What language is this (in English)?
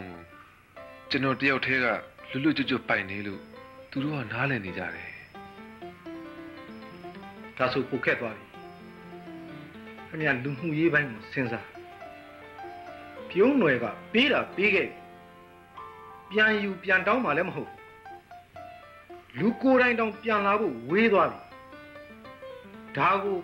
Burmese